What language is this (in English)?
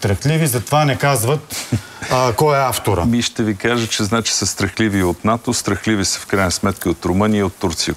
Bulgarian